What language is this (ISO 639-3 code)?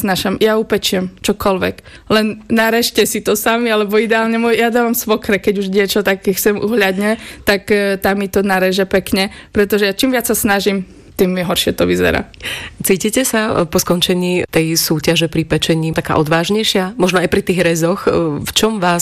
slk